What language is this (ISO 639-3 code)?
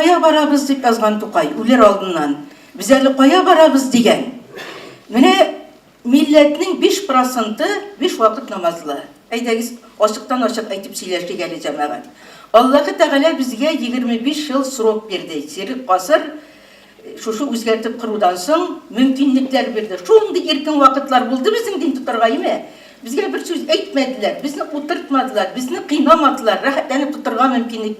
tat